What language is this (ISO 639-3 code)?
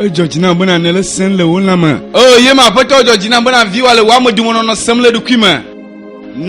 ewe